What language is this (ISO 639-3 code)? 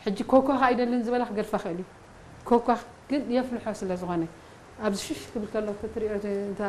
tir